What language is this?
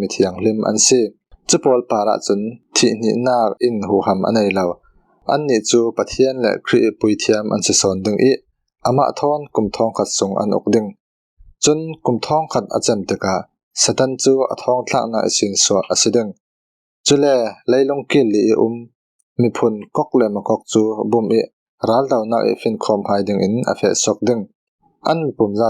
Falam Chin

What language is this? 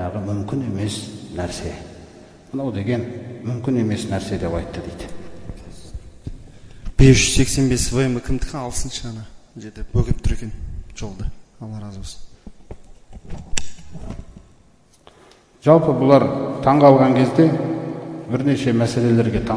Kazakh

